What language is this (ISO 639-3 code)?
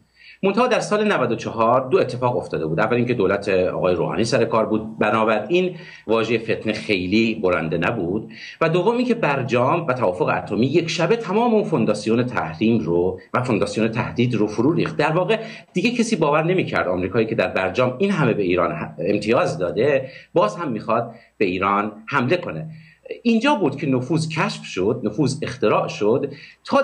fas